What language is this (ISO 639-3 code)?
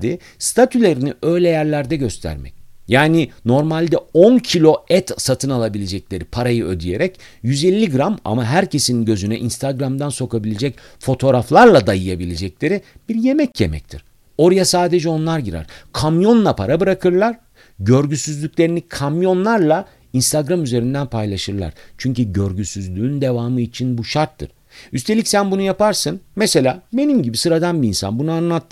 tur